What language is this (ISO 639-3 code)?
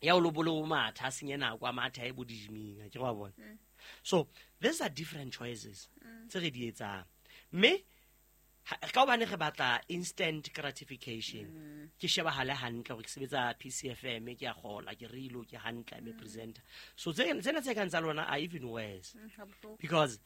sot